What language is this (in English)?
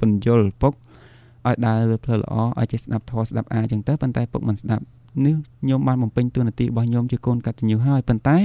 Khmer